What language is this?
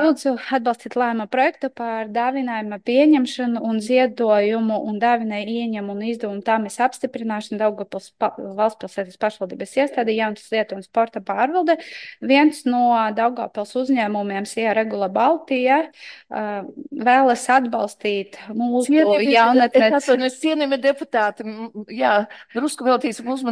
Latvian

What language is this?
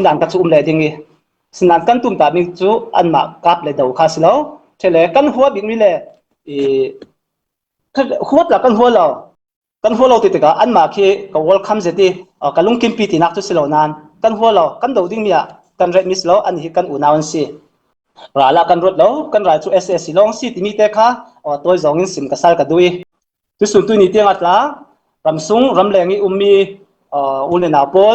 Falam Chin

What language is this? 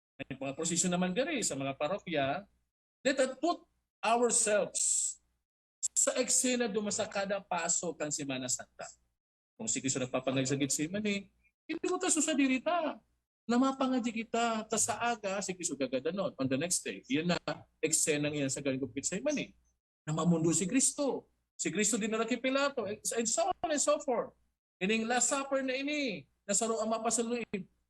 Bikol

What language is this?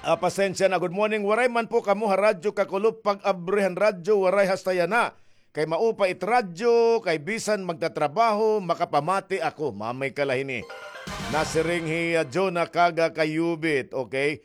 Waray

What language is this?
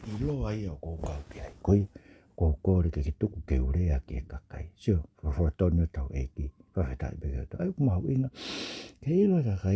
Tongan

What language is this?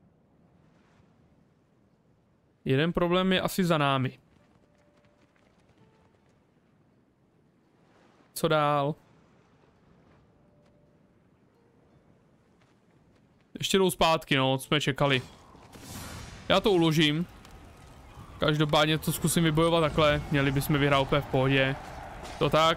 Czech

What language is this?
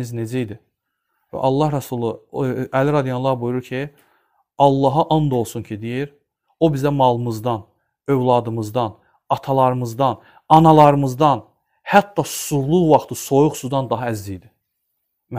Azerbaijani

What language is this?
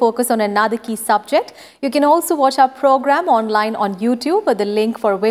English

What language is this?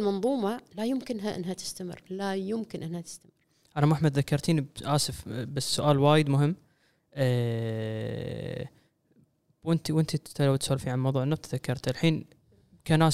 Gulf Arabic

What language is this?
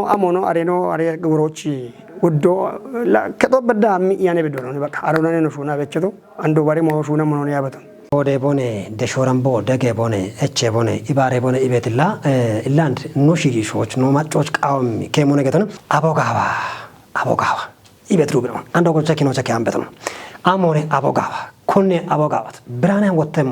Kafa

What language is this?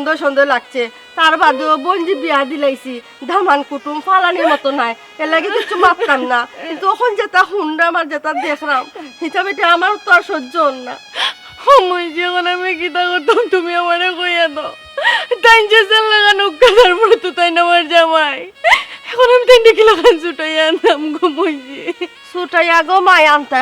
Sylheti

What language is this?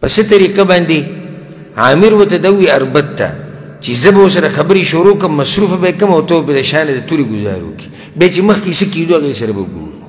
Pashto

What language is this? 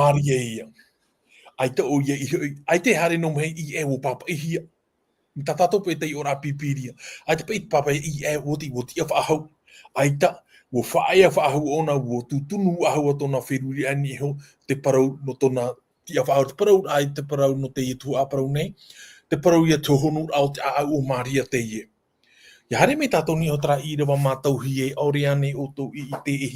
Tahitian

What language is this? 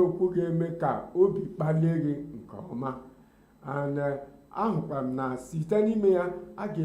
Igbo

